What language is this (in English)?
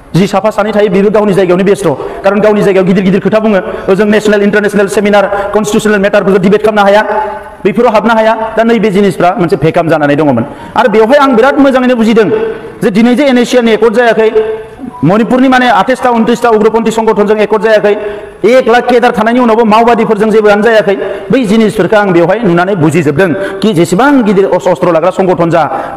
Bodo